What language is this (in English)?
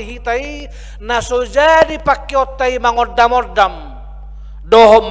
Batak Toba